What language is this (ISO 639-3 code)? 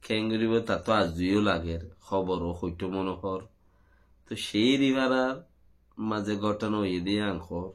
rhg